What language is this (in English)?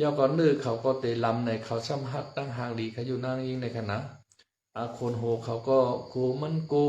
Shan